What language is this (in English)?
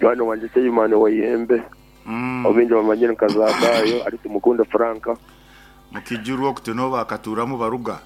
Nyankole